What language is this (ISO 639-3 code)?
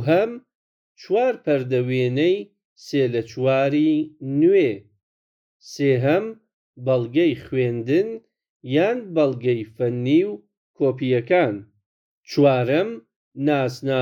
ckb